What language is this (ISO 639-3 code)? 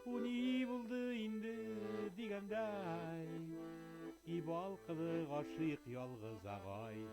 tat